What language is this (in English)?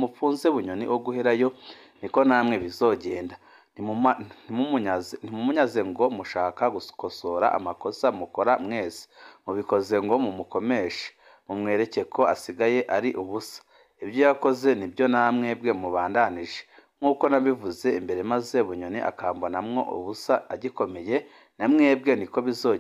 Rundi